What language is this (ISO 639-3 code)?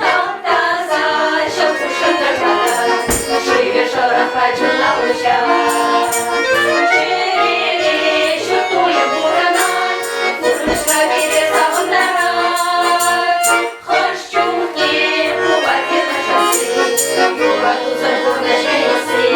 chv